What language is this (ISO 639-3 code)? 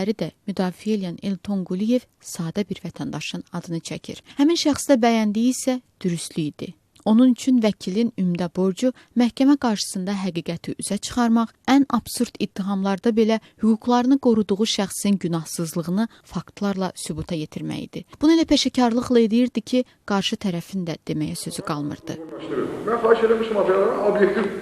aze